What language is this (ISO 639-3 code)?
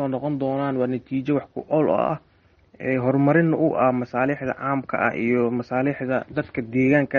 som